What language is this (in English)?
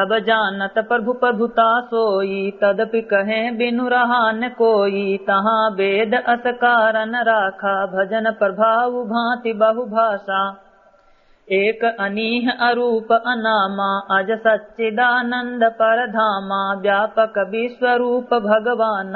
Awadhi